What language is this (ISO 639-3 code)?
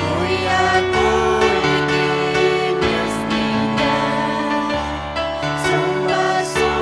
quy